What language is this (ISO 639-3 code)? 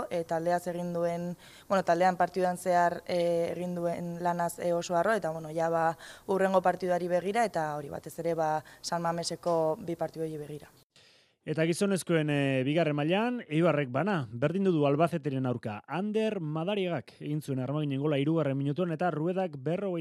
eus